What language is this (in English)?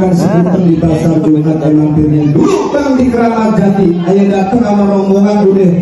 Betawi